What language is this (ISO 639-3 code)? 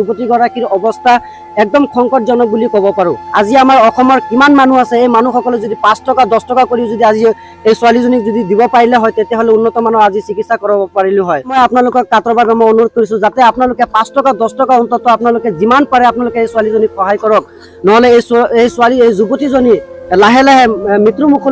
asm